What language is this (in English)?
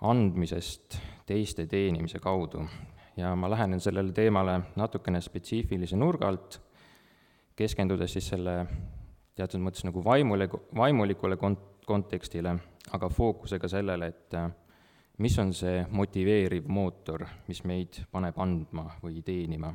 Estonian